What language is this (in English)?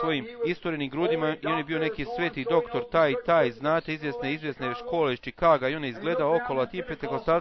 Bosnian